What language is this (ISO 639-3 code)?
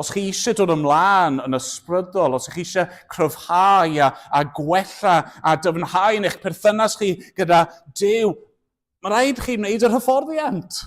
cym